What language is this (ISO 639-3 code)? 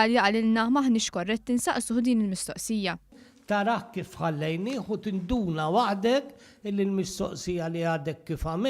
mlt